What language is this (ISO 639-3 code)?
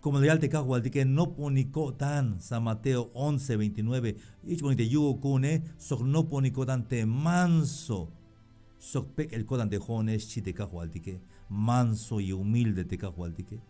tzh